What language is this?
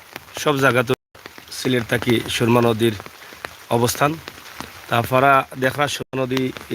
Sylheti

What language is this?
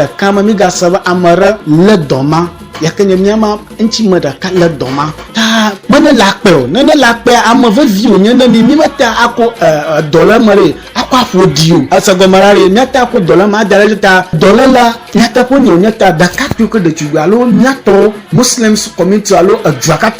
Ewe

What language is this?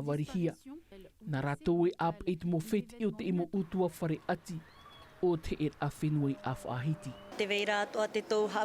Tahitian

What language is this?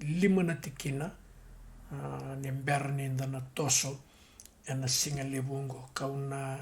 Fijian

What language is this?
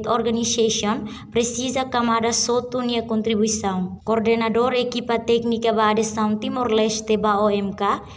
Tetum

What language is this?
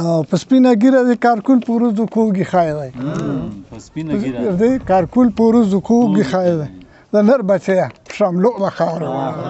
Pashto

